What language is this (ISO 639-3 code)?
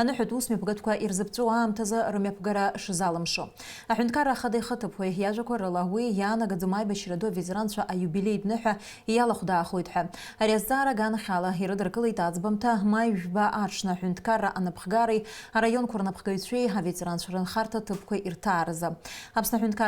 abk